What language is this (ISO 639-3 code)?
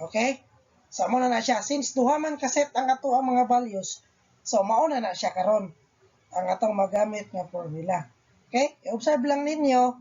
ceb